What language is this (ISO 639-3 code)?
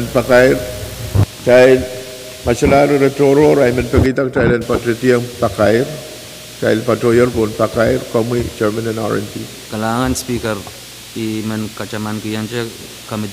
pon